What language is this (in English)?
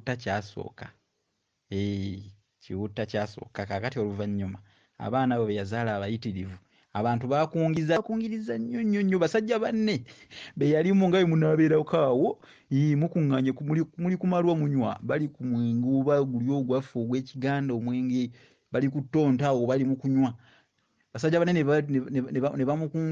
Ganda